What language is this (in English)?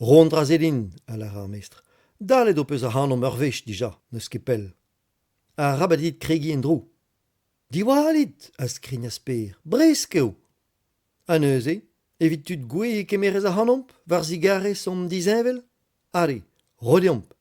Breton